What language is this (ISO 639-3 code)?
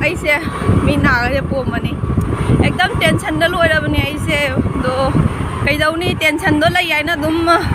mni